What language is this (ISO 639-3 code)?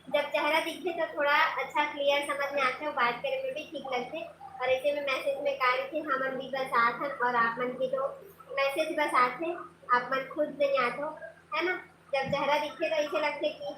hne